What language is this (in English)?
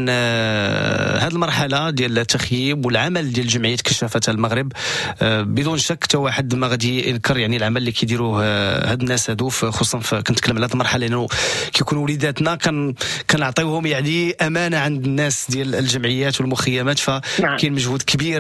Moroccan Arabic